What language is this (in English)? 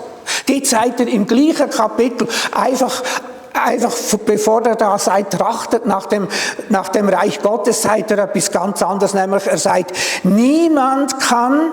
Swiss German